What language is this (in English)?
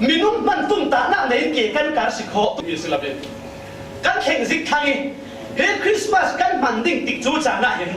Falam Chin